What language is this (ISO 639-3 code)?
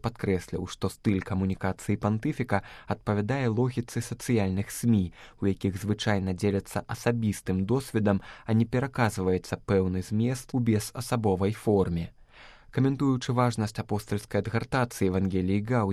bel